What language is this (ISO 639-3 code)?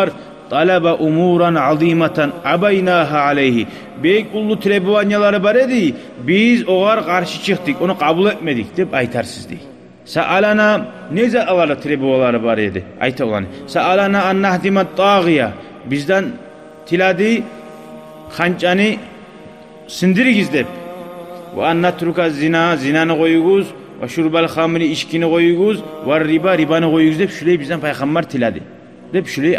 kum